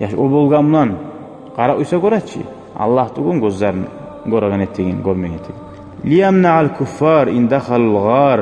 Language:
Kumyk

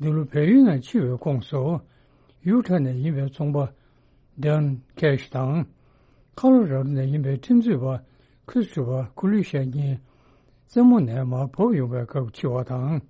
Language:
Tibetan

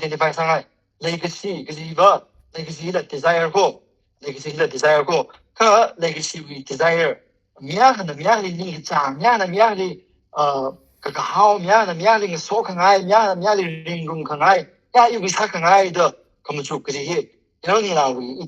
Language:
Tangkhul Naga (India)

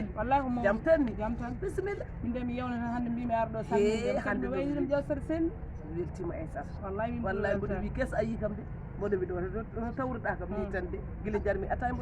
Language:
Fula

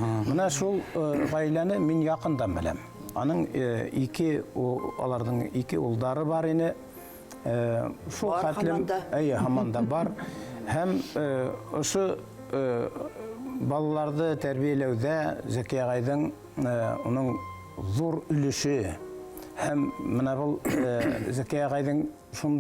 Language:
Bashkir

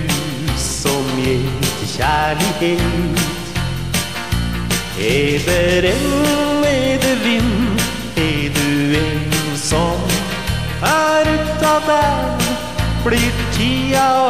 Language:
Norwegian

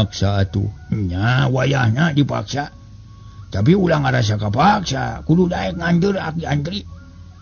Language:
Sundanese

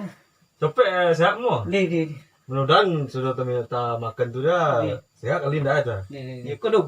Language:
Minangkabau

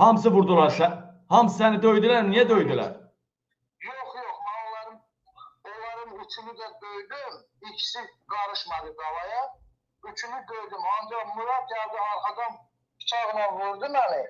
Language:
Azerbaijani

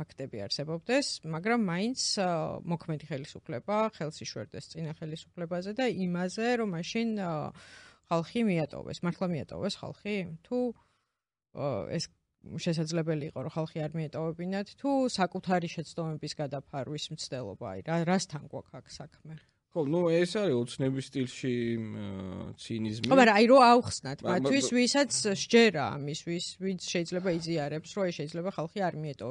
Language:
Georgian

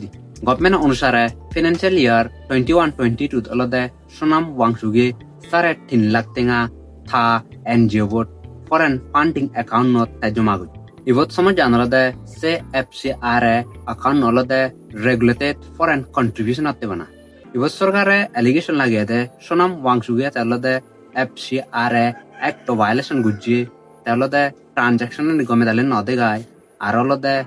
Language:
Chakma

